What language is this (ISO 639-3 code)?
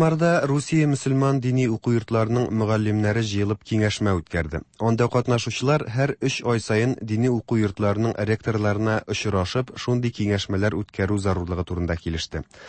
tat